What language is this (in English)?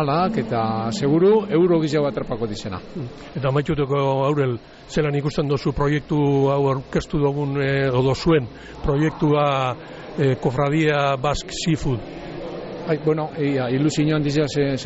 Basque